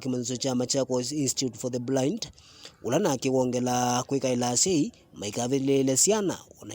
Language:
Kamba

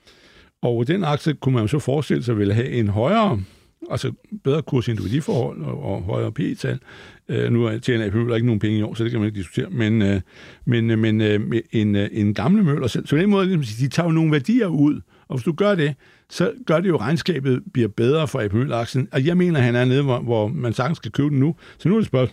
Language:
Danish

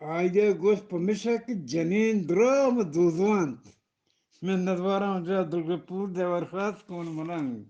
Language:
Eastern Balochi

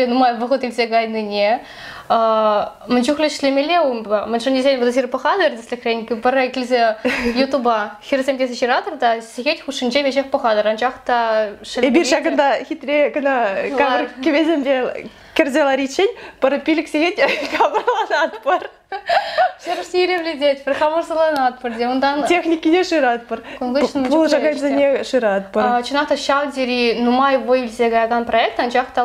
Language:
Chuvash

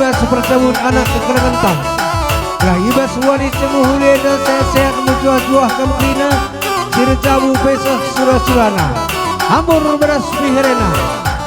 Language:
Batak Karo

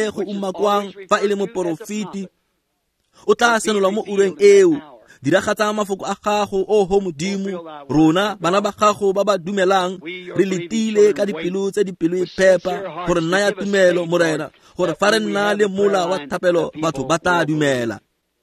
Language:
Tswana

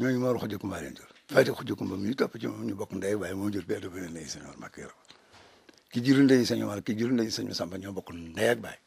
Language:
Wolof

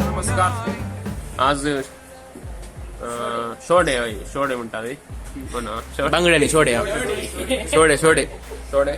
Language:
Konkani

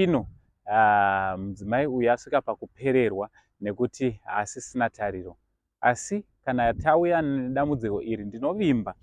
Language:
Shona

